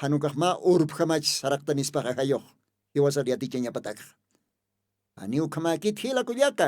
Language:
Aymara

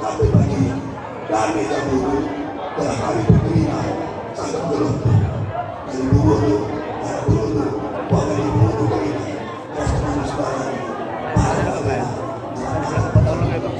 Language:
Batak Karo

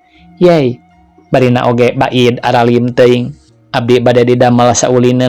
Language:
Sundanese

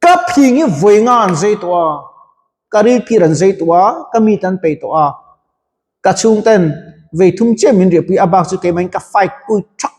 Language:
Mizo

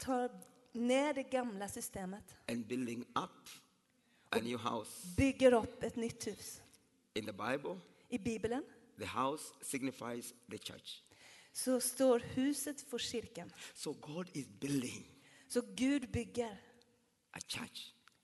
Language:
Swedish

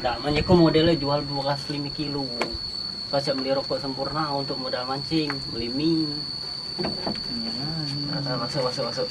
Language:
Musi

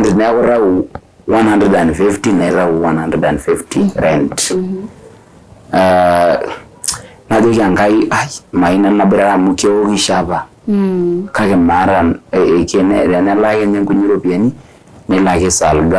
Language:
Masai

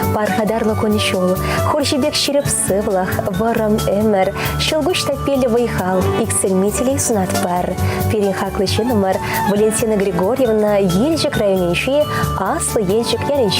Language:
Chuvash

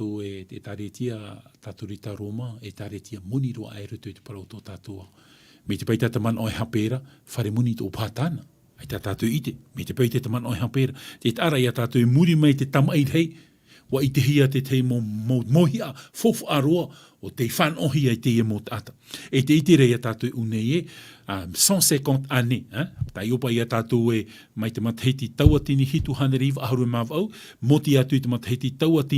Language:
Tahitian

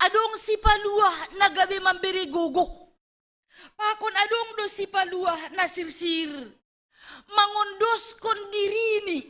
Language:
Batak Simalungun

